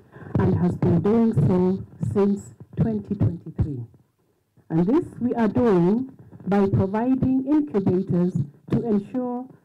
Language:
Kamba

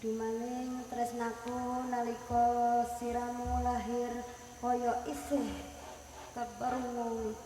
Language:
Javanese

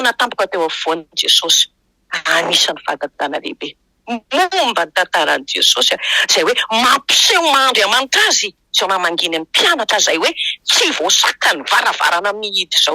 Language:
Malagasy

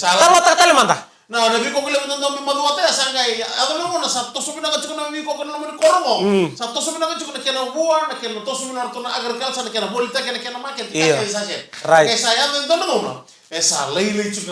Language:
Fijian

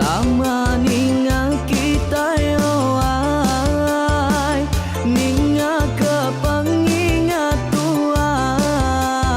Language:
Iban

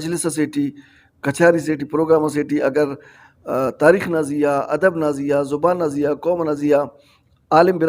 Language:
Brahui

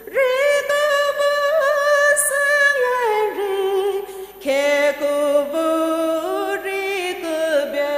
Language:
Poumei Naga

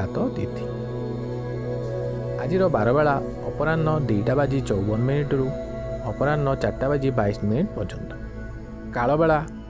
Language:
Odia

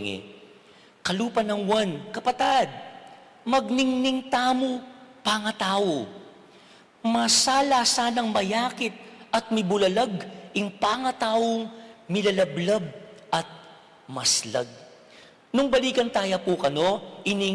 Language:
Pampanga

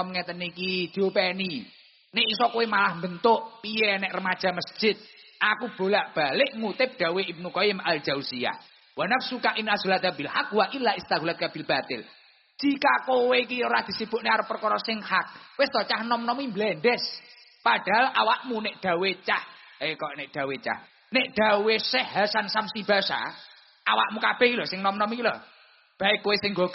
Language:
Javanese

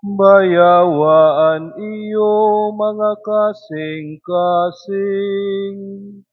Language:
Waray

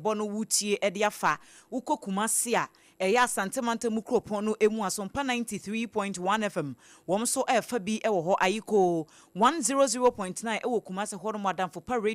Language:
Akan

